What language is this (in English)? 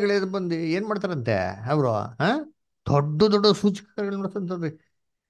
Kannada